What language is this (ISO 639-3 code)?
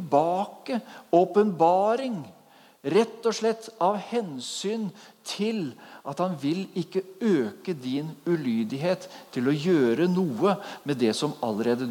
nor